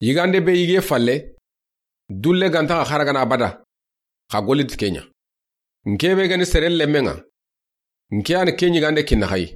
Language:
Soninke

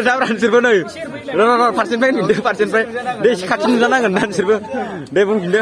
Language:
Bodo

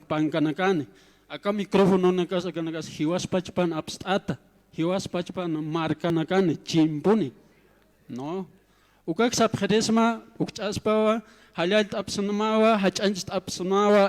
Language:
Aymara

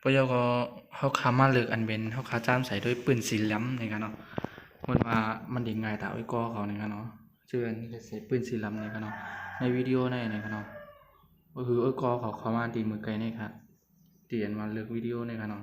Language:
Shan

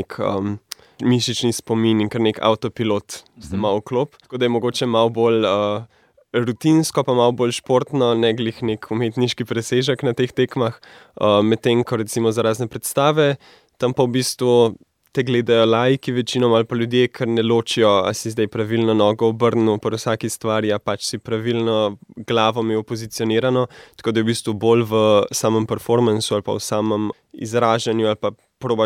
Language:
Slovenian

